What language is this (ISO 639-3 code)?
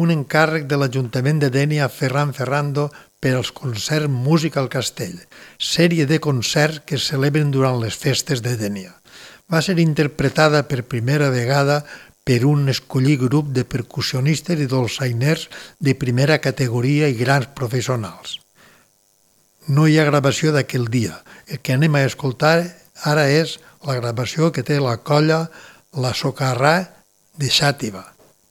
cat